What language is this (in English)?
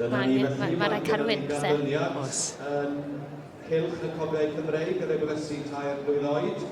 Welsh